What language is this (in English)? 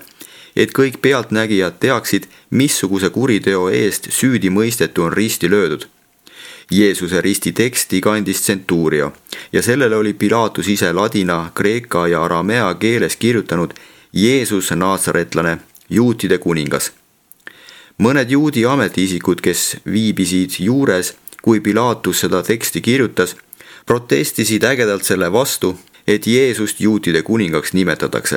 Estonian